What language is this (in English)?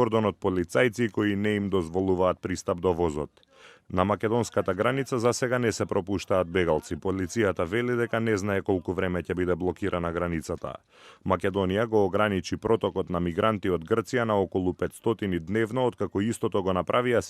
Macedonian